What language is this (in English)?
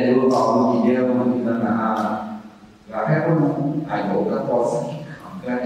Akha